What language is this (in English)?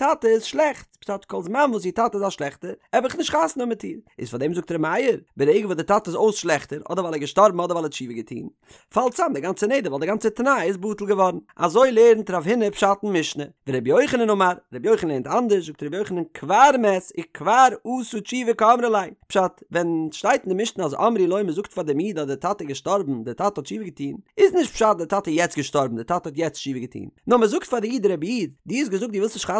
Yiddish